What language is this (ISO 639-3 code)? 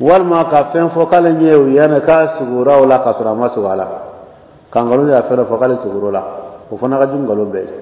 bam